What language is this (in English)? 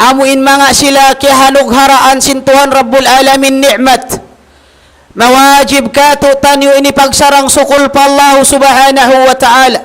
Tausug